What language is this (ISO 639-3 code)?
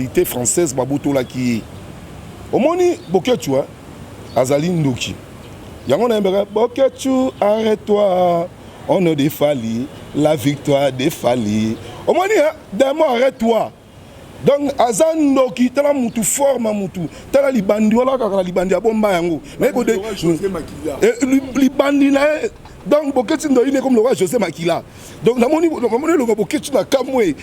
lin